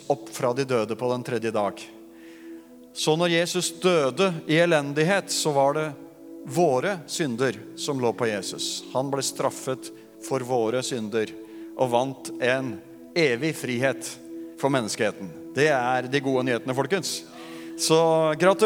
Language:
Norwegian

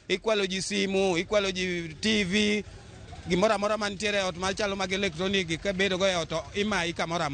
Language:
Luo (Kenya and Tanzania)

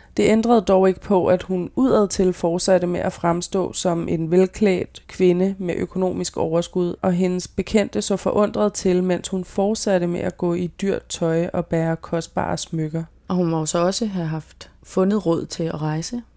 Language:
Danish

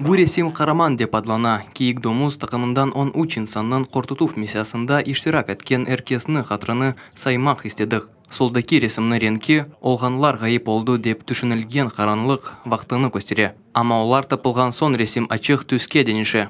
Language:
Crimean Tatar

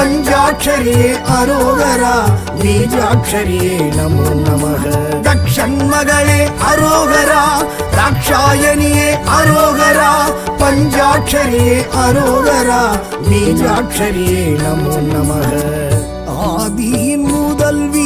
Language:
Tamil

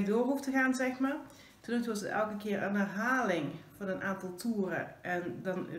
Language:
Dutch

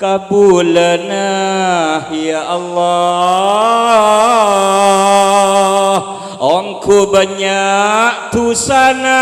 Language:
Madurese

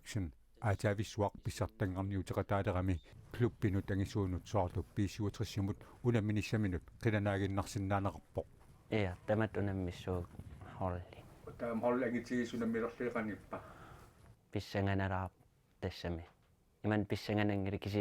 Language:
Kalaallisut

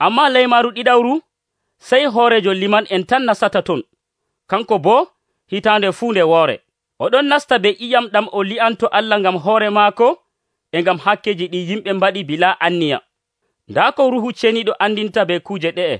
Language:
Nigerian Fulfulde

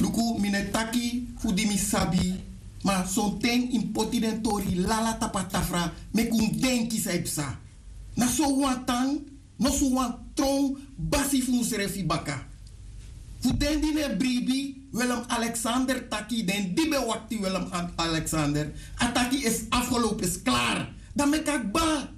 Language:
Sranan Tongo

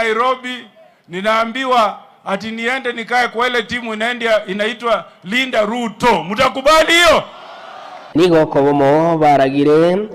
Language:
Gusii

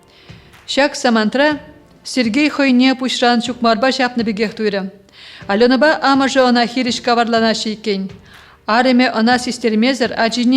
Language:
Chuvash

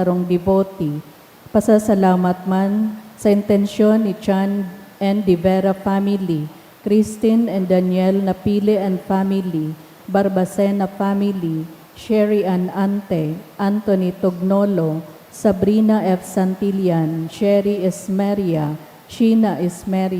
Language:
Bikol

